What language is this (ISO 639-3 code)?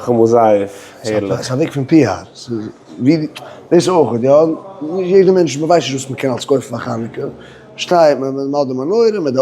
yid